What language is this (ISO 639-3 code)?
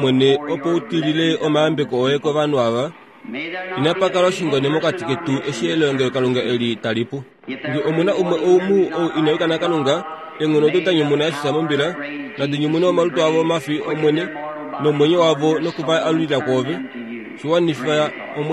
kua